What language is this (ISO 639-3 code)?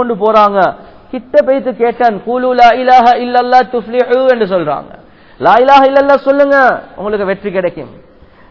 tam